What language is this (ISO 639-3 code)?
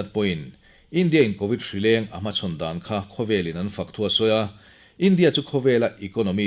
lus